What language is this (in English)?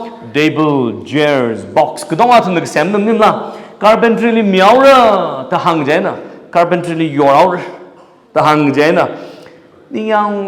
Tangkhul Naga (India)